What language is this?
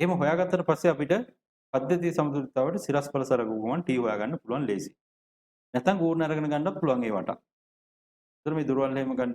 Sinhala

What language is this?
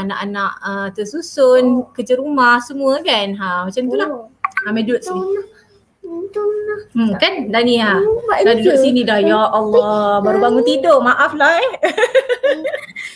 Malay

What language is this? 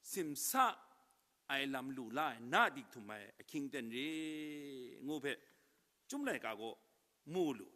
Kachin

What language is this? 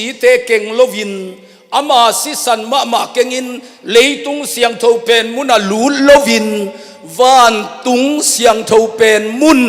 Tedim Chin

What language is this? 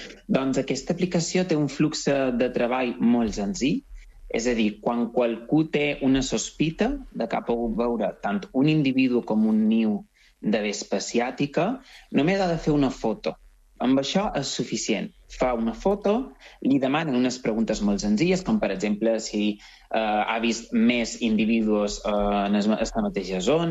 Catalan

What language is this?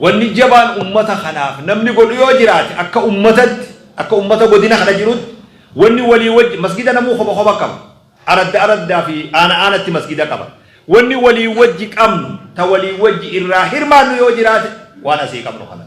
Oromo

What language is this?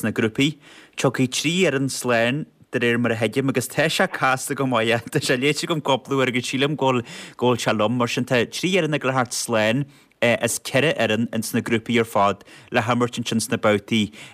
Irish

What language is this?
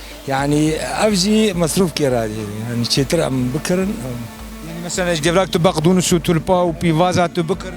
Kurdish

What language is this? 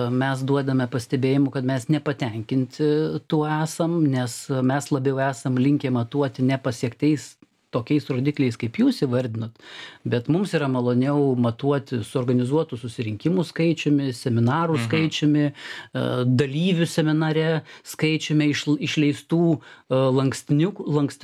Lithuanian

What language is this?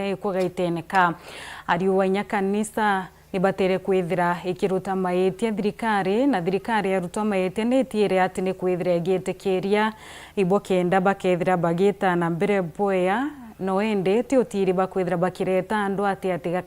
Meru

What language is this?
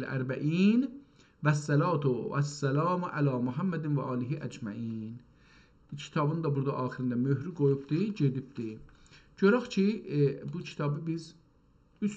South Azerbaijani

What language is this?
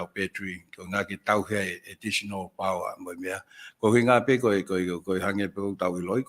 Tongan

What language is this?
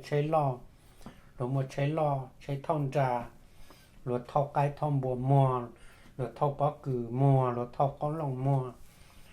Hmong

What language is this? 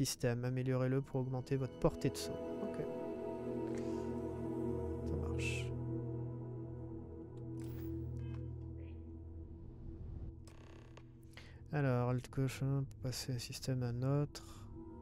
French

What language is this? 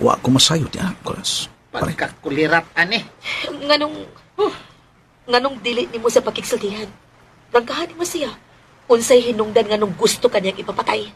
Cebuano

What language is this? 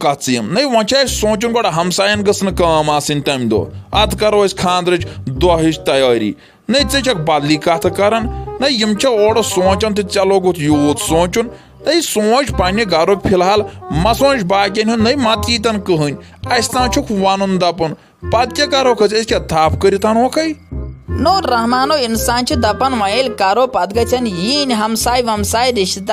Kashmiri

